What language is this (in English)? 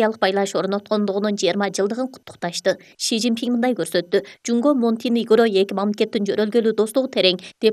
Kyrgyz